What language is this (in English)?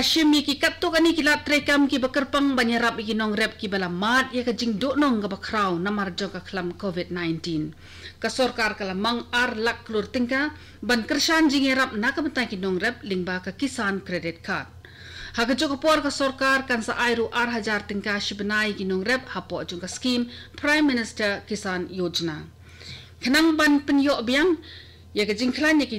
Khasi